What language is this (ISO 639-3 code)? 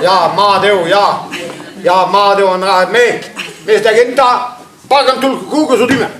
bre